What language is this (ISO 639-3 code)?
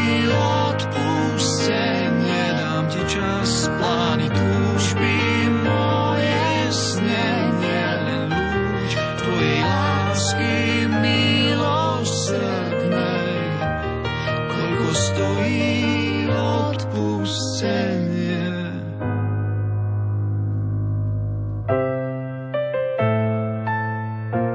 slk